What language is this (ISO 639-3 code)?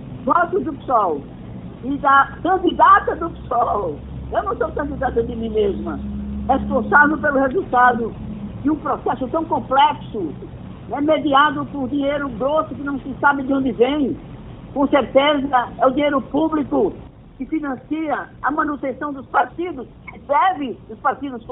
por